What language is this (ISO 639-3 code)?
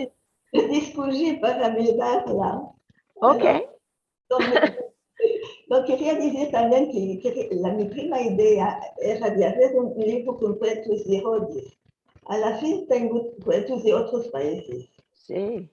lad